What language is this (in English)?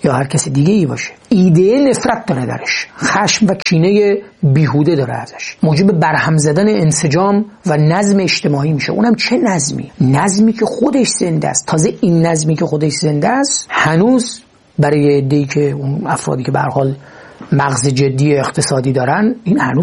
Persian